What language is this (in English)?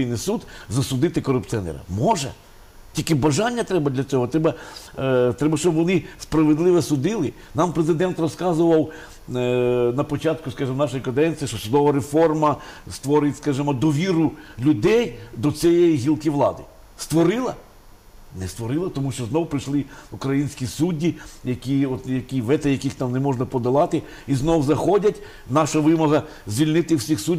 Ukrainian